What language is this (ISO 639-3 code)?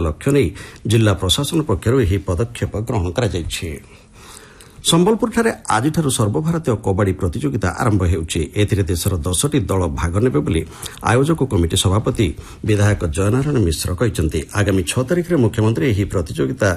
ori